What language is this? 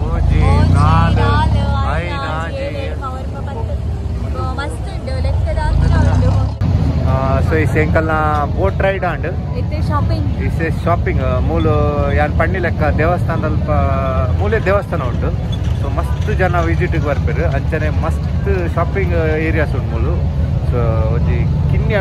Tulu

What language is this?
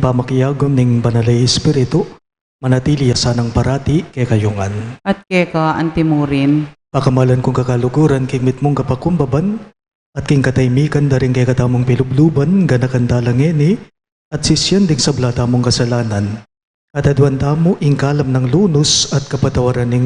Pampanga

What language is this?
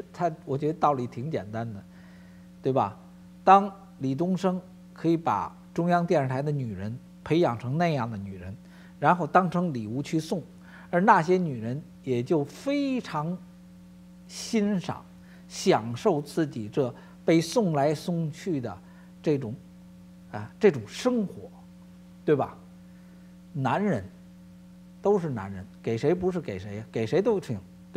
Chinese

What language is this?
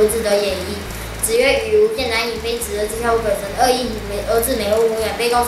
Literary Chinese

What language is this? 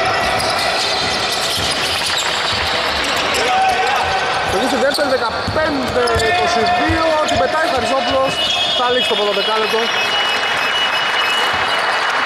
Greek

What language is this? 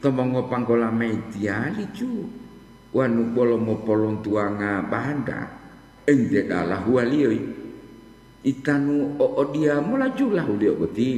Gorontalo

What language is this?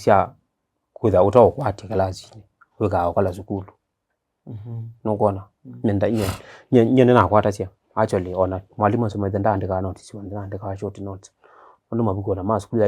Kamba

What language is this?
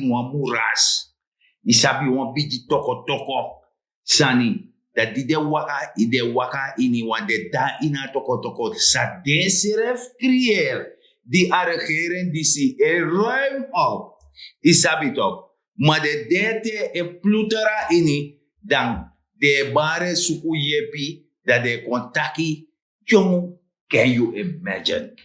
Sranan Tongo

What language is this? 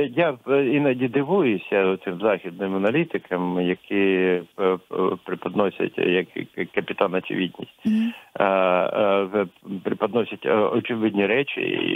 Ukrainian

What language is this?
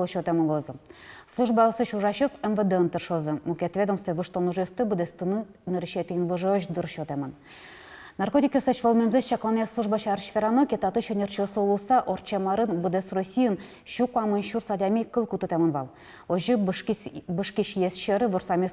Udmurt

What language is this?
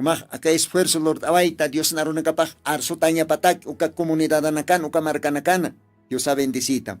Aymara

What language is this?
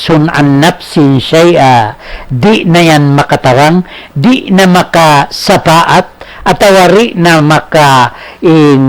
Tausug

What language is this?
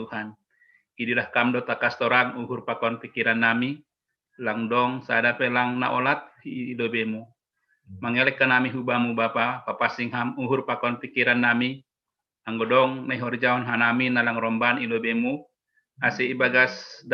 Batak Simalungun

